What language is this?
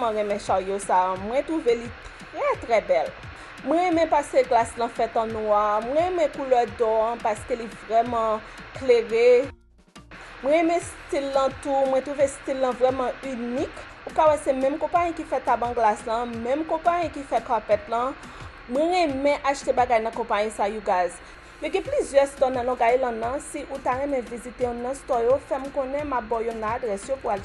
Haitian Creole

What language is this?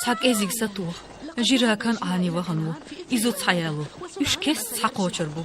Chechen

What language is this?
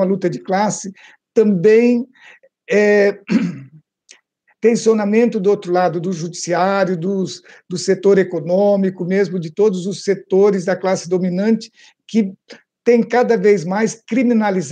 Portuguese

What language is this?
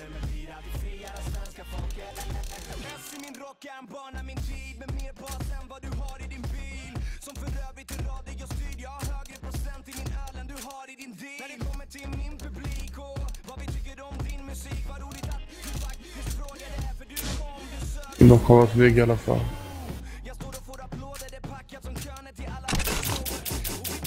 Swedish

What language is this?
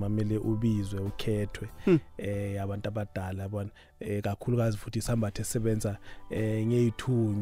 South Ndebele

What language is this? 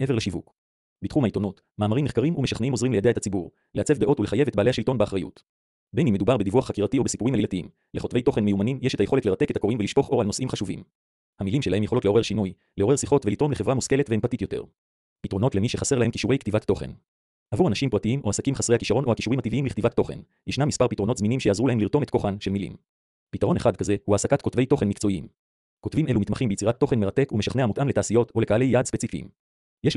Hebrew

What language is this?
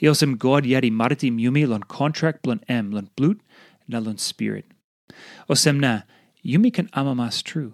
Tok Pisin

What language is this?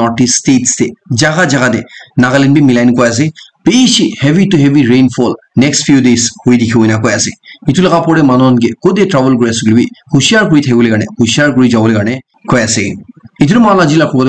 Naga Pidgin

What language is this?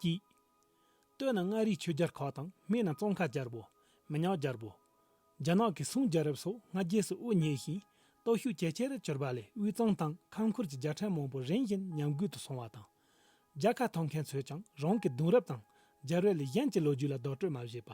Tibetan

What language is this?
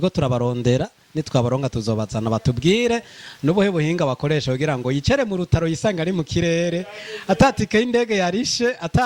Rundi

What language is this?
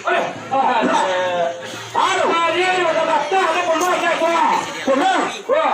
Minangkabau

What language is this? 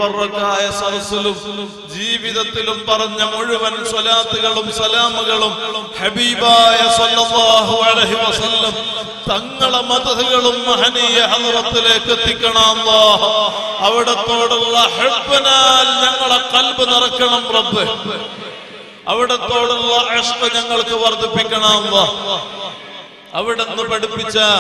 Malayalam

